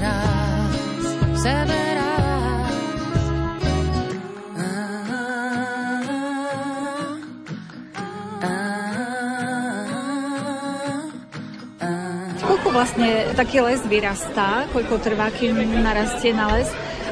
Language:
Slovak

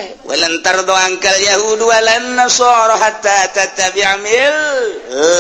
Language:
Sundanese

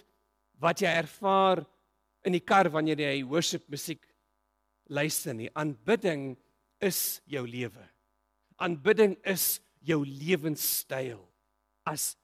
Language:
Afrikaans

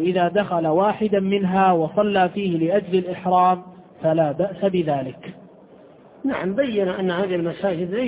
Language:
Arabic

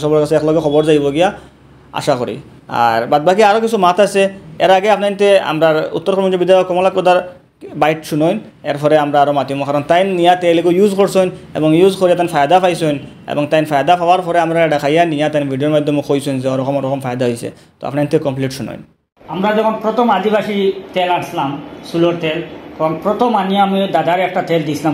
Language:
Sylheti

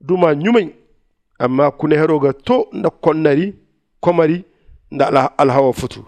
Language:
Zarma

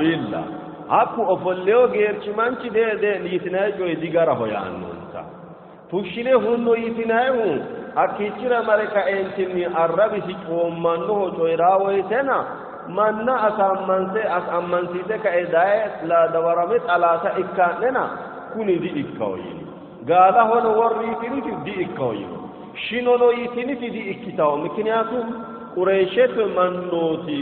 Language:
Sidamo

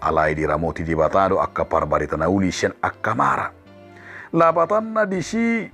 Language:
Batak Toba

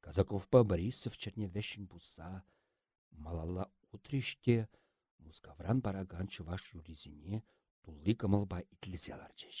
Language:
Chuvash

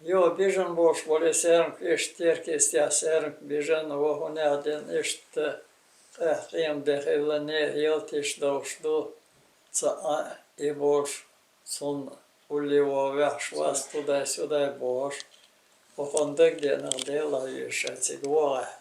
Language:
Chechen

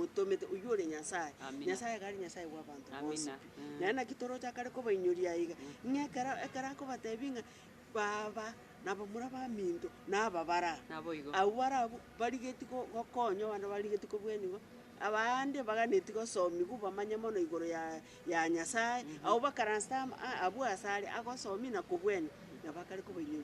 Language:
Gusii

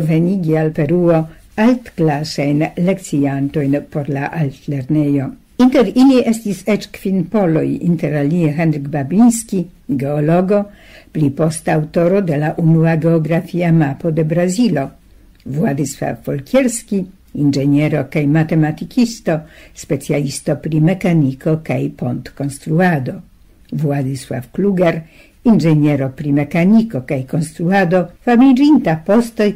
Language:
Esperanto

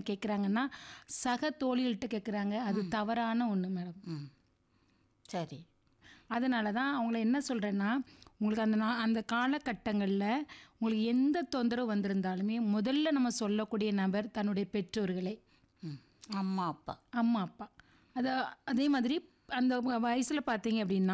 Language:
Tamil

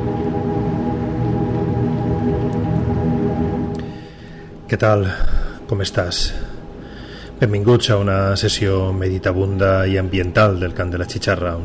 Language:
Catalan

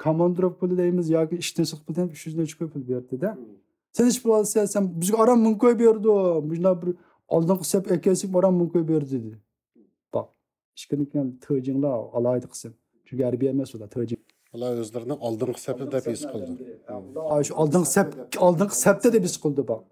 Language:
Uyghur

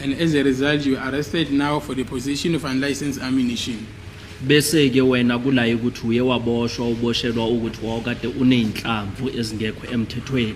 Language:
Zulu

